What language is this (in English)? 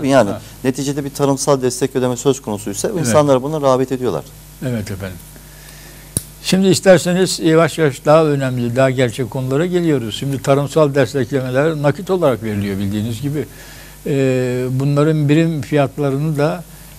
Turkish